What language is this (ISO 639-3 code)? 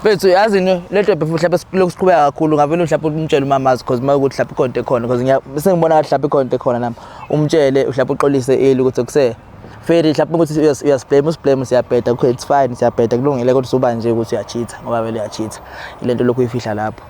zul